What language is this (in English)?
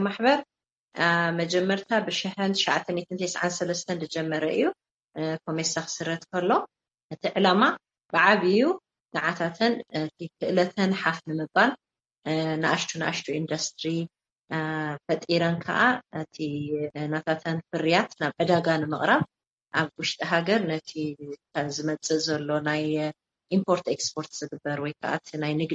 Tigrinya